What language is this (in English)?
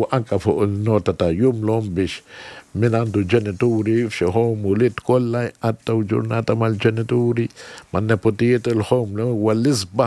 Maltese